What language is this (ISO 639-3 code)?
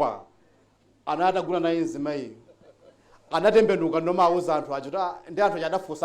nya